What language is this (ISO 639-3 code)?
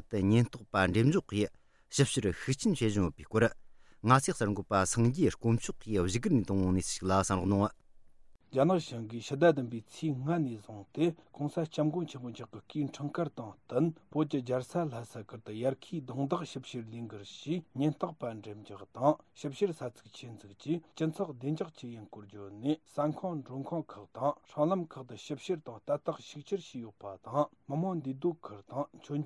bod